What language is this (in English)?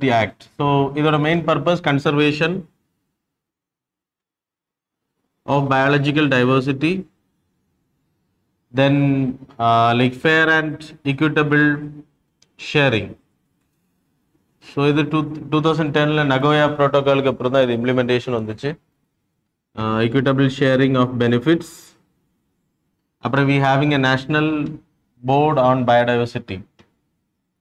Tamil